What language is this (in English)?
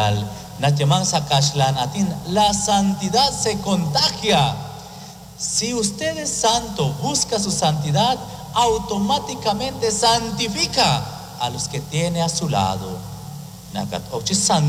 Kekchí